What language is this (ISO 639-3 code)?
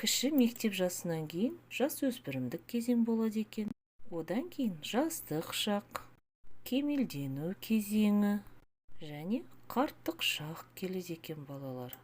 kaz